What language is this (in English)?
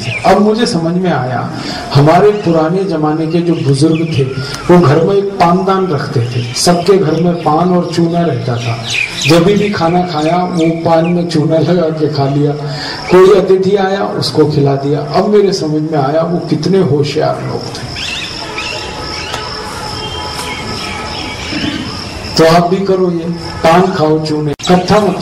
Hindi